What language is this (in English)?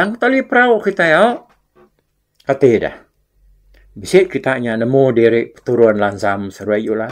Iban